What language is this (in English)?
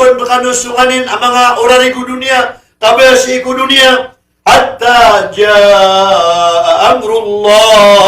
Maranao